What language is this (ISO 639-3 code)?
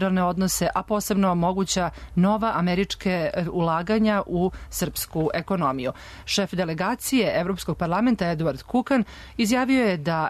srp